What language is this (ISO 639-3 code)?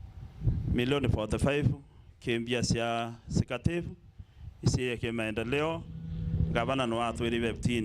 mer